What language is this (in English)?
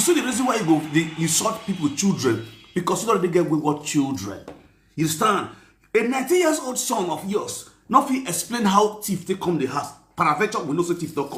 Nigerian Pidgin